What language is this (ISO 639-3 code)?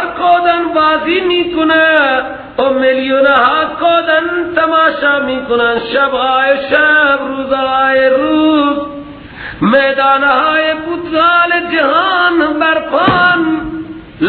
fas